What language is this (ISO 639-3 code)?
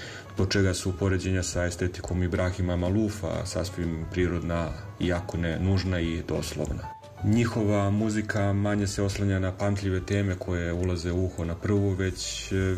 srp